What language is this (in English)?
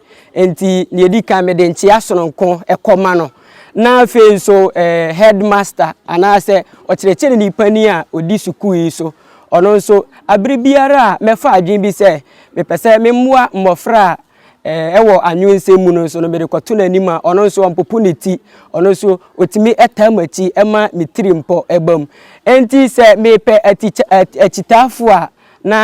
Akan